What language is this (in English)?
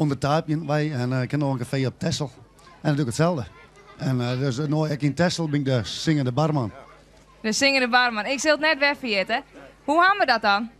Western Frisian